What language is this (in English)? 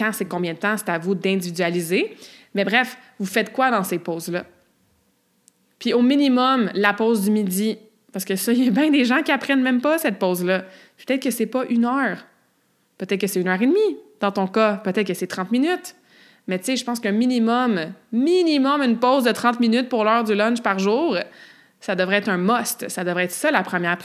French